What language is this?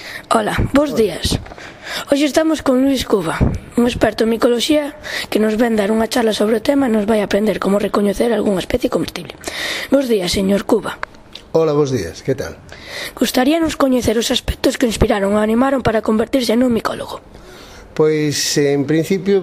Galician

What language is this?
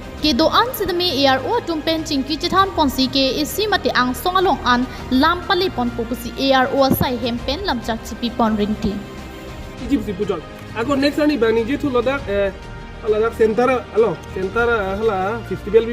Karbi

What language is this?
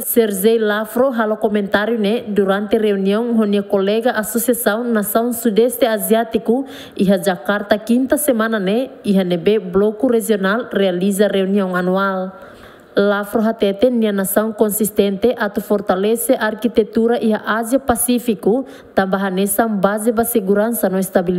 Tetum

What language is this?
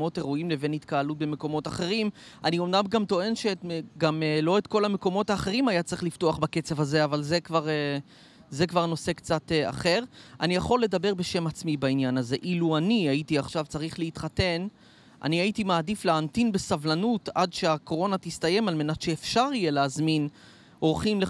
Hebrew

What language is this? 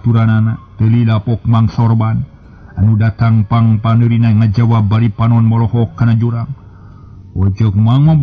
Sundanese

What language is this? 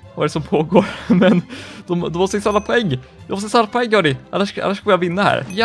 Swedish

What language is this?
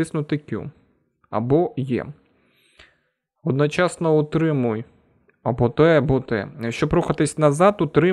Ukrainian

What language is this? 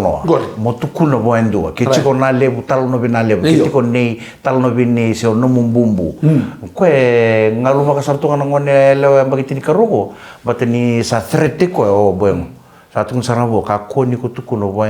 Fijian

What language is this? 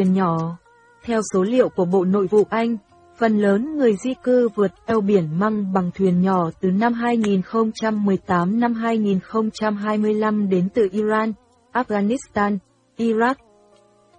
Vietnamese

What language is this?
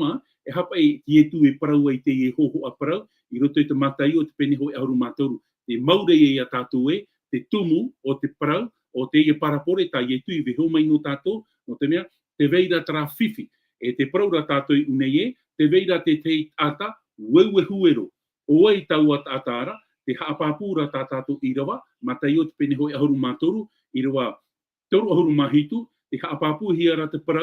Tahitian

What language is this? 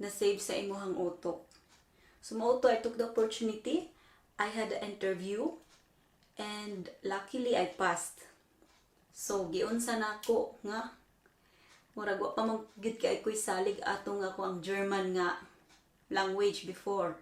Cebuano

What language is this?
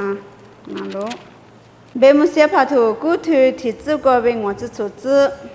Lisu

